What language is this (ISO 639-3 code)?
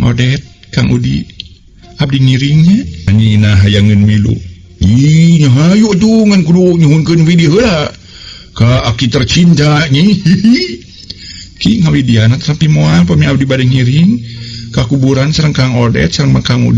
sun